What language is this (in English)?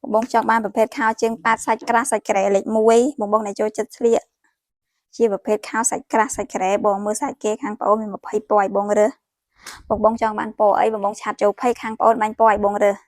Khmer